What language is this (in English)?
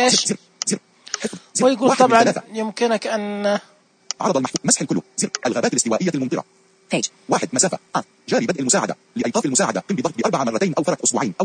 Najdi Arabic